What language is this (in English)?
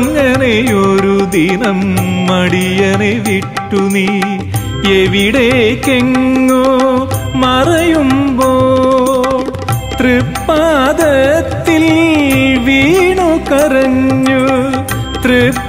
Malayalam